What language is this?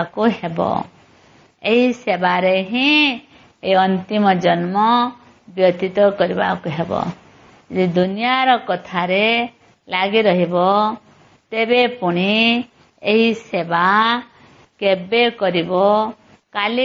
Odia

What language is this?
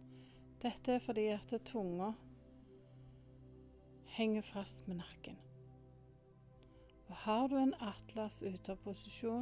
Norwegian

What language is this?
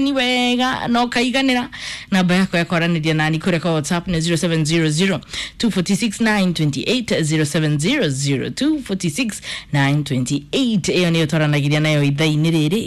Kikuyu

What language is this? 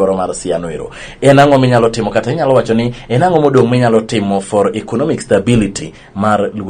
Luo (Kenya and Tanzania)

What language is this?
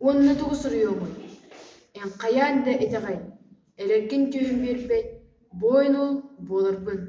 Yakut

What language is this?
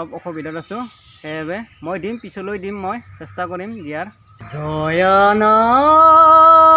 Assamese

